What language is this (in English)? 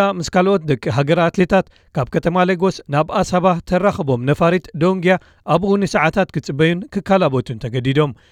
Tigrinya